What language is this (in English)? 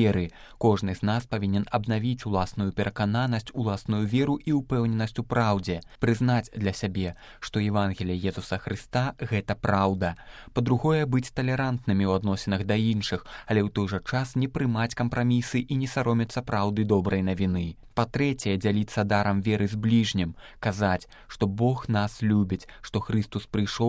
Belarusian